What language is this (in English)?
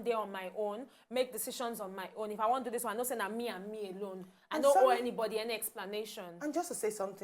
Nigerian Pidgin